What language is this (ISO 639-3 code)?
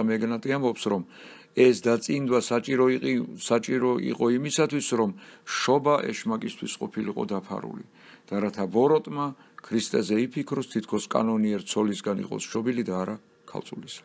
kat